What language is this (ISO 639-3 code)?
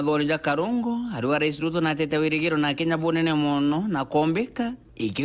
mer